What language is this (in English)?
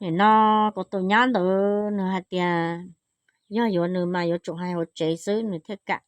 Hmong